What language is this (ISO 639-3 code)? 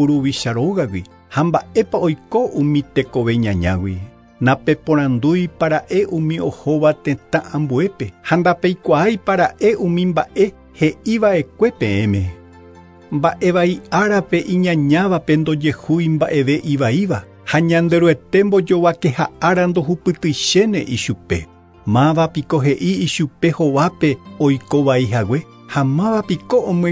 grn